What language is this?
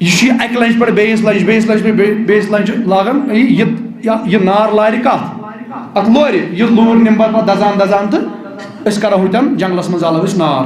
Kashmiri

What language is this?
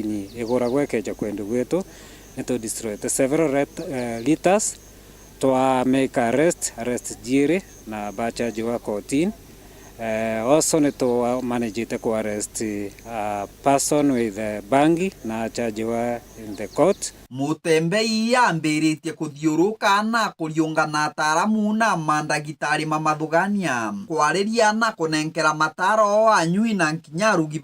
Meru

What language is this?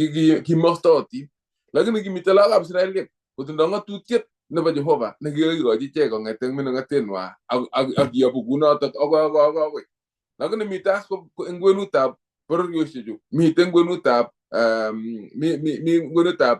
Kalenjin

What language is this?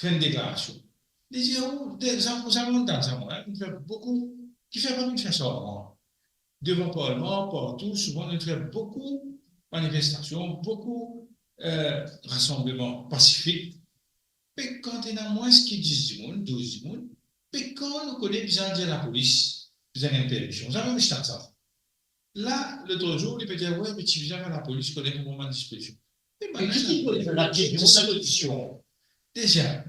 Morisyen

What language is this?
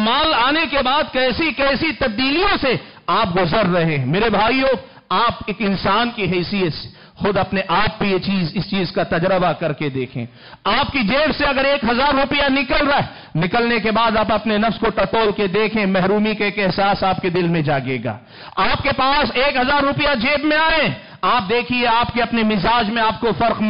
Urdu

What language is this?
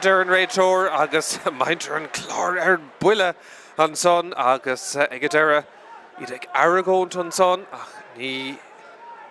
Irish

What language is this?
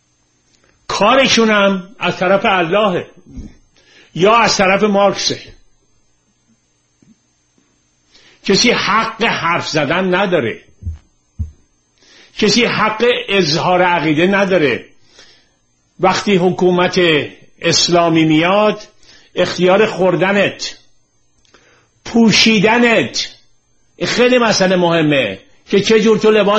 Persian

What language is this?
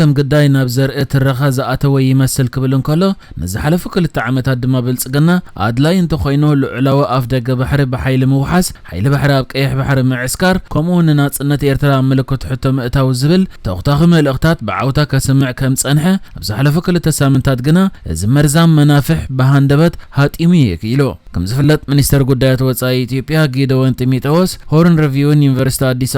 Tigrinya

